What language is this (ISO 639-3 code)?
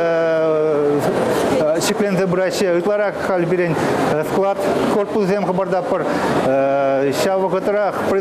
chv